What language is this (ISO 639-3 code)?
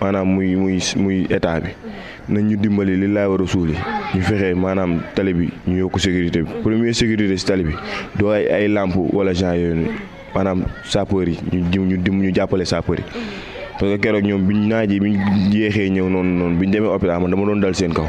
wol